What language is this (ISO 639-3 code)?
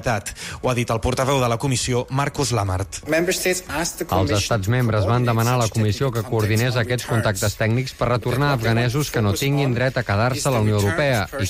cat